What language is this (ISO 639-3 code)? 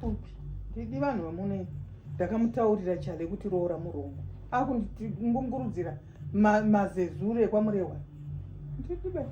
sna